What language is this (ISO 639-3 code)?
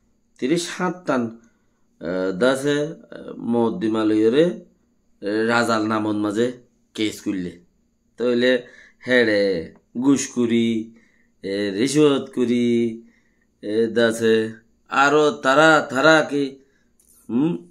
rhg